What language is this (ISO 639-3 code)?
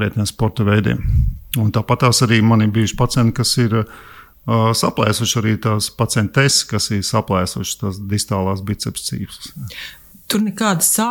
lav